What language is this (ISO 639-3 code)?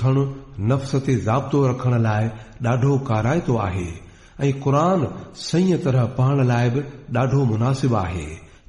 snd